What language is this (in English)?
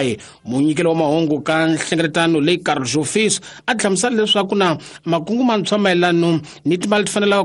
Tsonga